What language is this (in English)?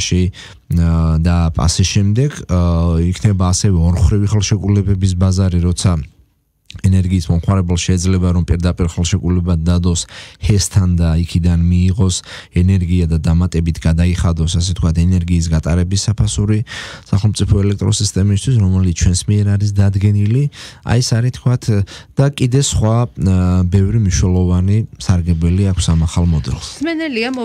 Georgian